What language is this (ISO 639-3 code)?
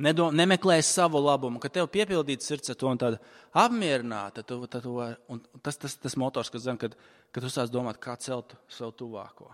lav